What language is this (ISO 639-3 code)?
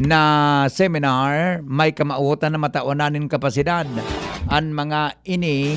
bik